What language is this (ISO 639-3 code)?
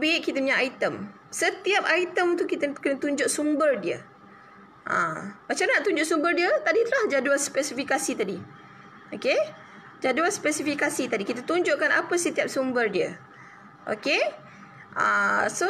msa